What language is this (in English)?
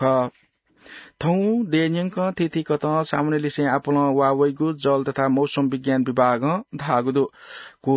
Newari